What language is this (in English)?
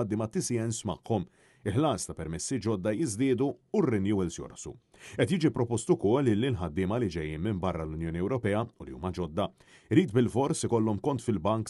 Maltese